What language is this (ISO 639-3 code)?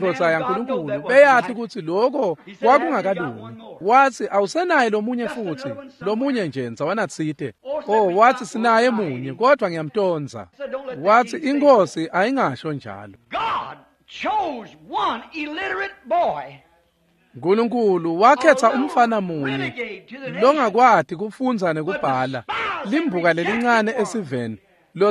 ssw